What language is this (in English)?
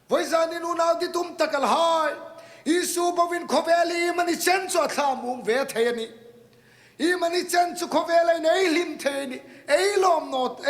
Hmar